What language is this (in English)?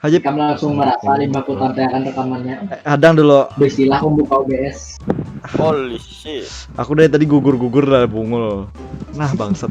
Banjar